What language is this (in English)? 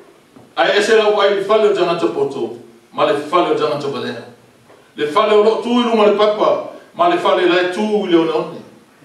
Samoan